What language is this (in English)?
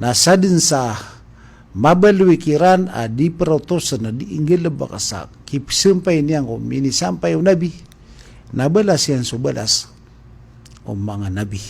Maranao